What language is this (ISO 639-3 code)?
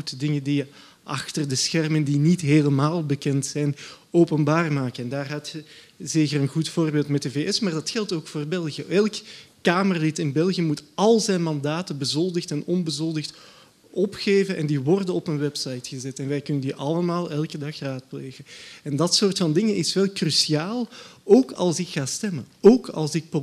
nld